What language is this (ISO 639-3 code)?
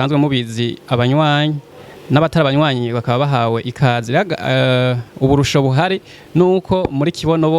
run